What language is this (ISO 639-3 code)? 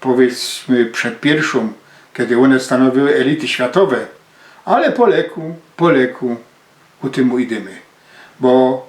szl